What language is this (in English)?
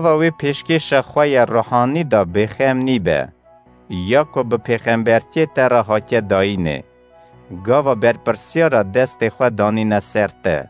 Kurdish